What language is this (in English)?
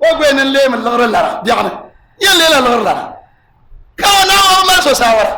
Dagbani